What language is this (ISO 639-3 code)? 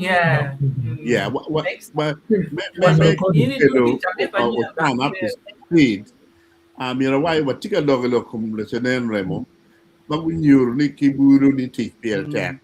ach